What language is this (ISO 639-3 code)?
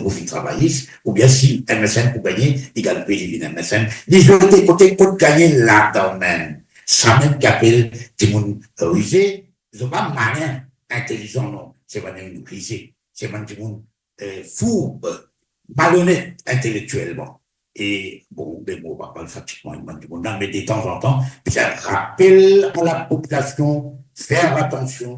mfe